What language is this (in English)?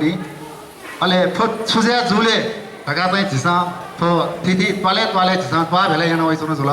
Newari